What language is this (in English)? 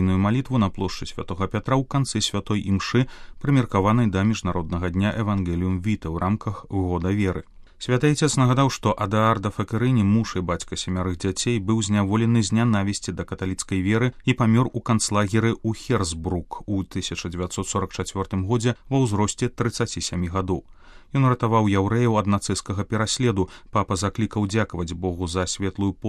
Belarusian